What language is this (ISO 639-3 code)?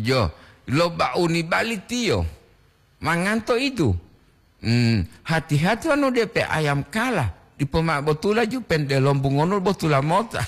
gor